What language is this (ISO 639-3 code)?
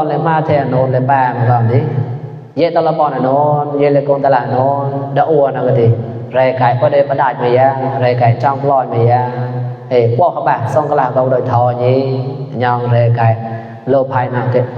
mnw